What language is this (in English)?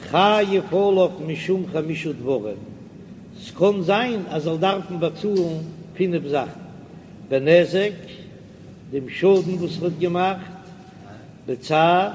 Yiddish